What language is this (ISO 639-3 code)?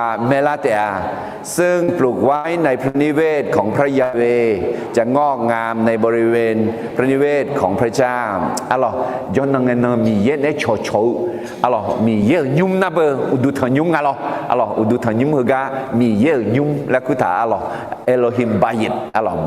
ahk